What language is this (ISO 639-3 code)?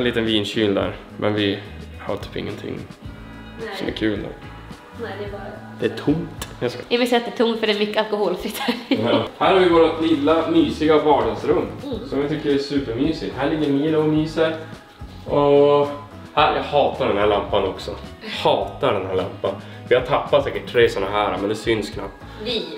swe